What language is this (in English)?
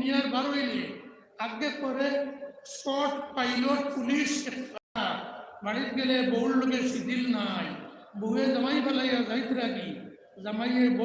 Sylheti